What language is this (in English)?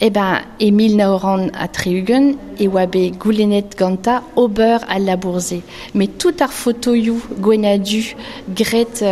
Breton